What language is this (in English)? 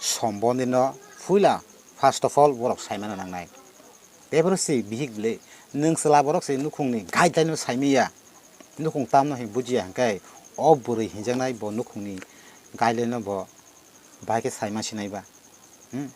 Kok Borok